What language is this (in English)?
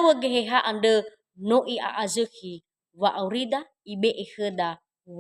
Nias